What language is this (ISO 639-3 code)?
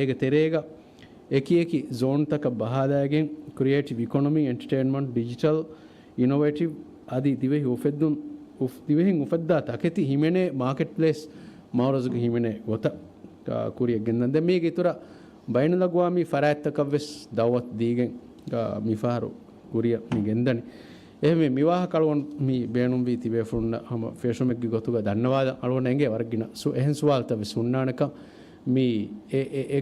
div